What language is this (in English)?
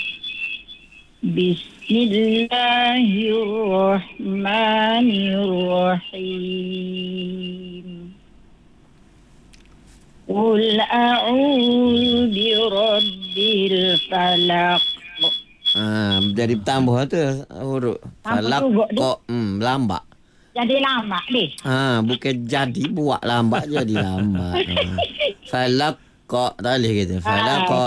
Malay